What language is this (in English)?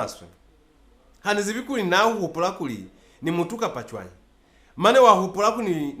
Lozi